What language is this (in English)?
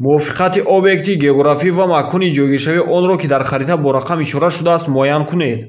Tajik